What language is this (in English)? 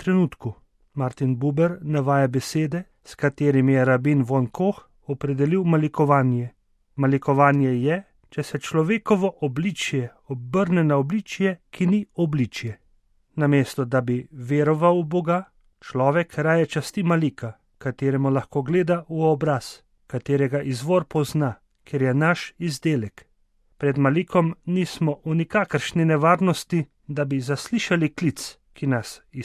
Slovenian